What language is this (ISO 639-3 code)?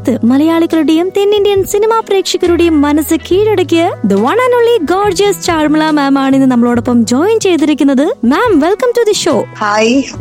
mal